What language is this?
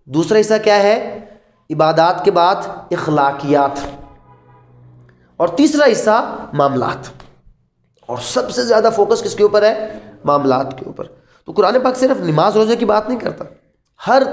Urdu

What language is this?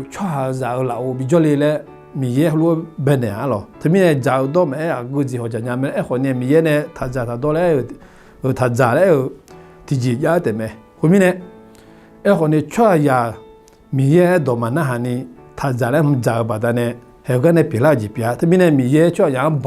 Akha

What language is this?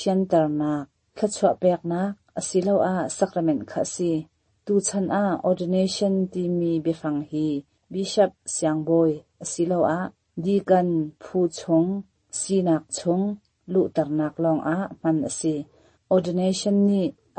Hakha Chin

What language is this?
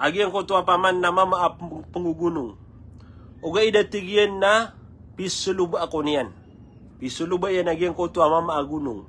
Maranao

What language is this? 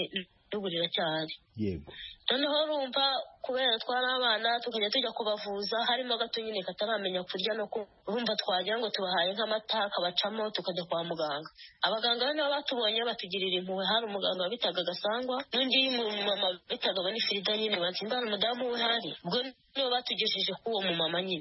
Kinyarwanda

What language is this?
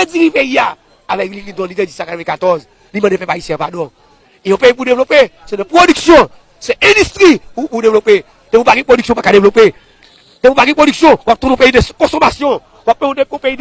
Haitian Creole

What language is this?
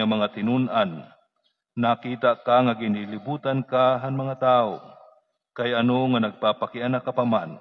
Waray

